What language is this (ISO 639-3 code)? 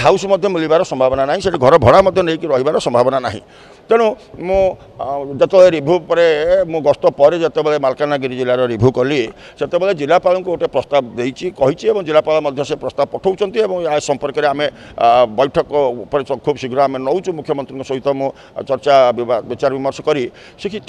ori